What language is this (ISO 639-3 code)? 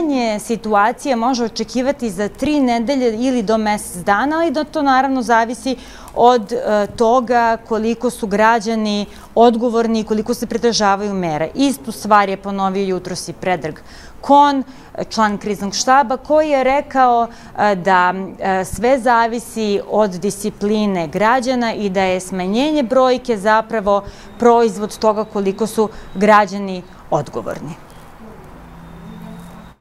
srp